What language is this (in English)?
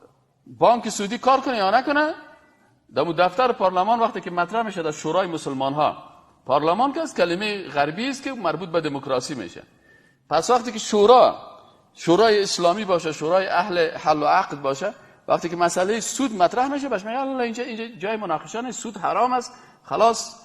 Persian